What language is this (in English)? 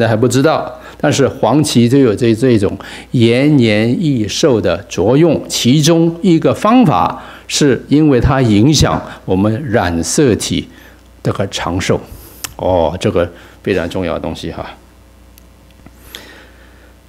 Chinese